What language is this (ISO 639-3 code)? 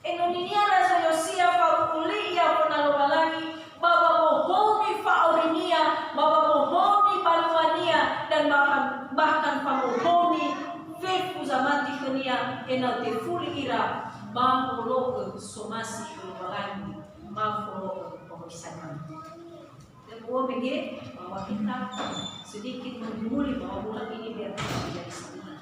nia